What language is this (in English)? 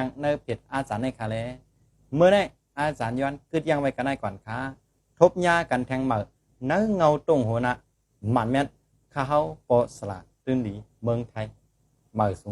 Shan